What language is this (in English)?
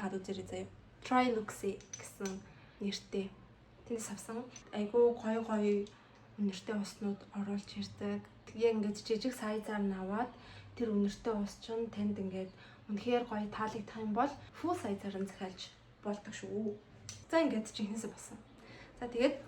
Mongolian